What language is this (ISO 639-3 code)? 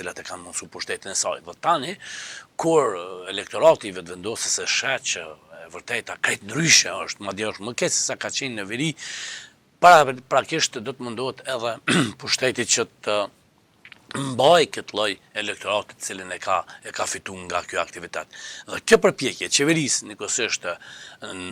sqi